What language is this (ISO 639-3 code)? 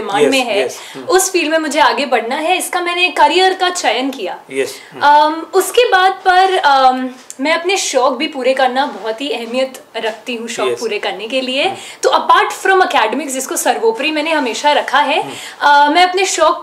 hin